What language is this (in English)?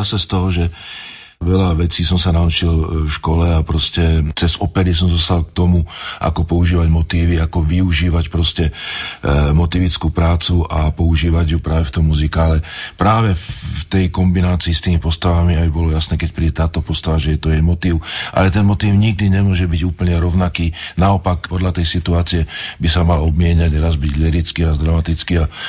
Slovak